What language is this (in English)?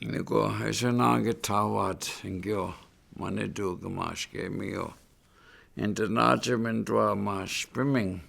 Chippewa